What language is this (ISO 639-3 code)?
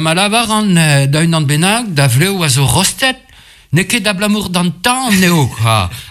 bre